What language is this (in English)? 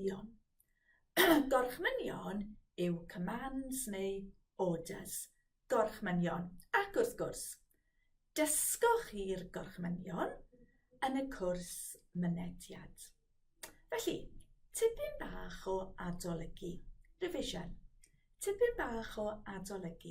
Welsh